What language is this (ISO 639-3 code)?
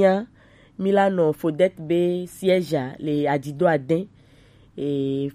gej